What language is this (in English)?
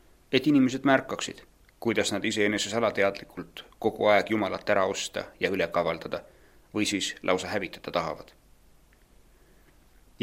Estonian